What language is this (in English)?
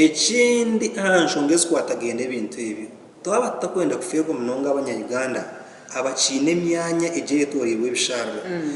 Nyankole